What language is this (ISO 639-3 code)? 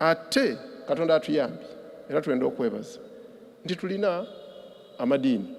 xog